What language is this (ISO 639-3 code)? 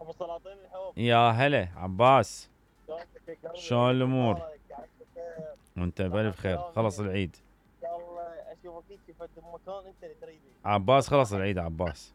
acm